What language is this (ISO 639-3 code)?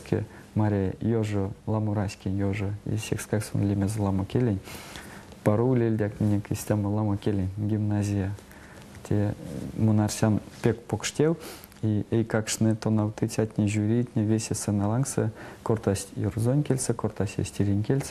myv